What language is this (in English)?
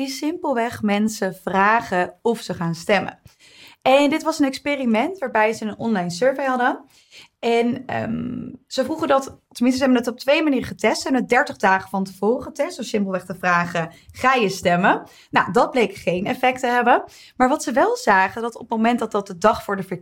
Dutch